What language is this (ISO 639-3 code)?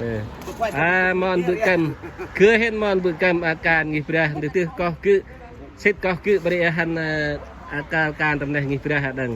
cmo